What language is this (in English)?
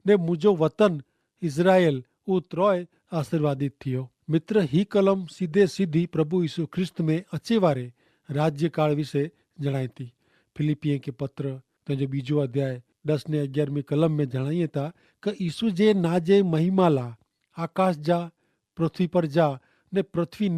Kachhi